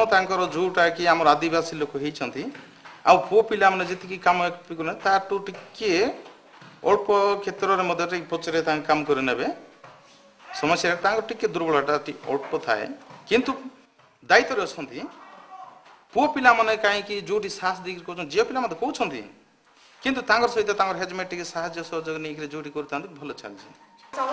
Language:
Odia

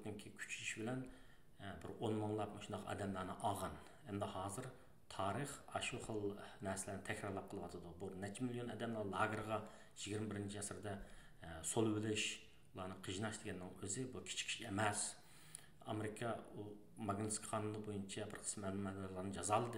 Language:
Uyghur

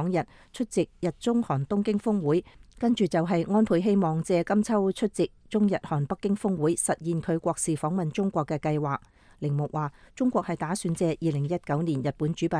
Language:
Cantonese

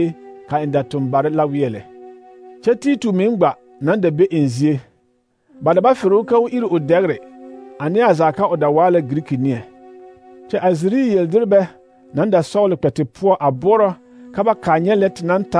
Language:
Southern Dagaare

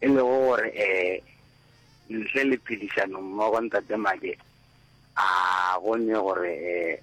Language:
Northern Sotho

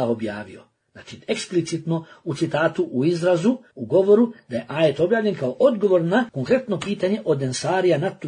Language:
Bosnian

